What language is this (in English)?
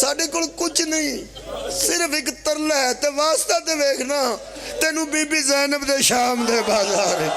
Pahari-Potwari